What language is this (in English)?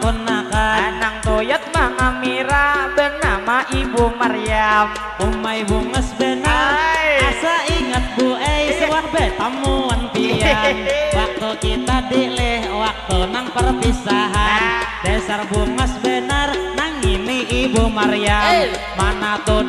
Banjar